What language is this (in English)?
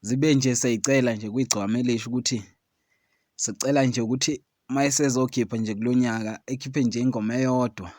Zulu